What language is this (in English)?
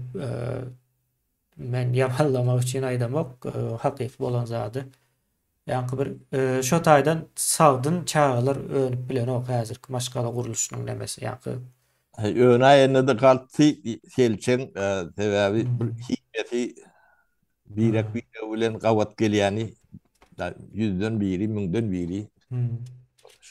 Turkmen